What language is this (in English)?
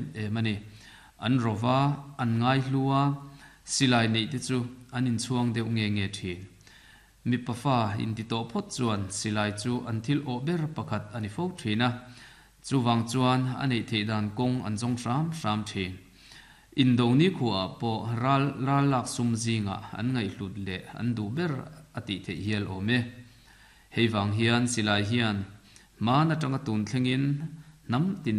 Mizo